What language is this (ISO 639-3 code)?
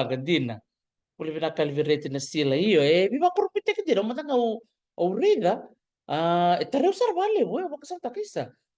fij